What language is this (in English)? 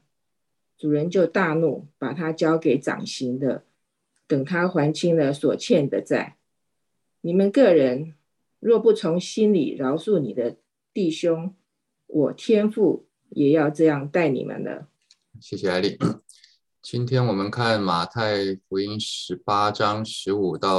Chinese